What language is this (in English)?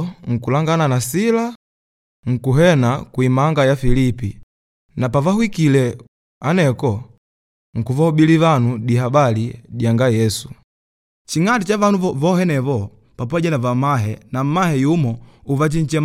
Makonde